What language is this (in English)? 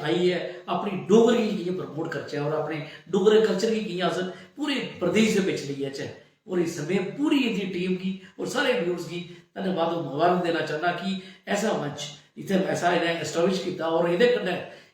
Dogri